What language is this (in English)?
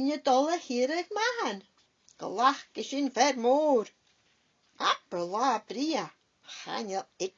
Scottish Gaelic